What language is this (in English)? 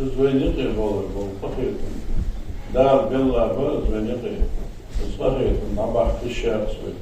Ingush